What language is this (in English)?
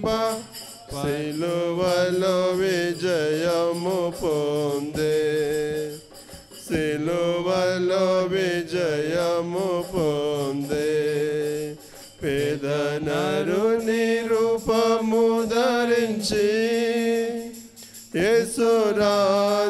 Telugu